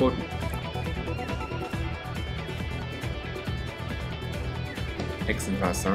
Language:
German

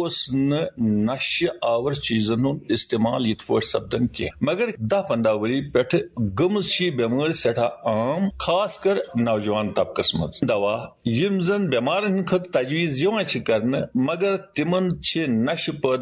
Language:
Kashmiri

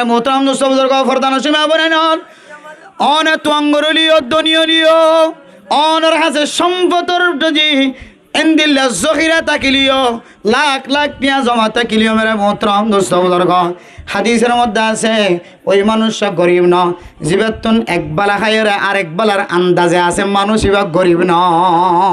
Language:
Rohingya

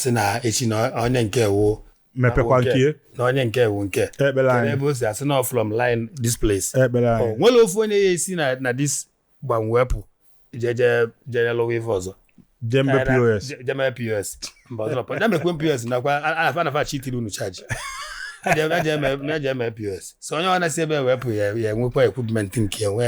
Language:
Igbo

